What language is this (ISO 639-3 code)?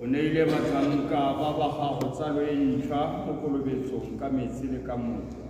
tsn